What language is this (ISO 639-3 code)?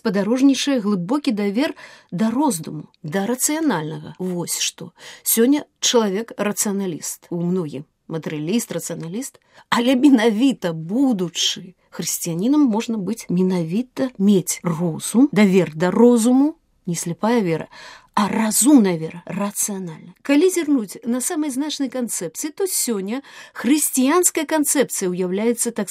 bel